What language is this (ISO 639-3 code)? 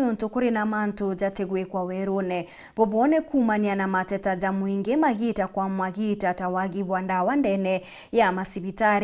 mer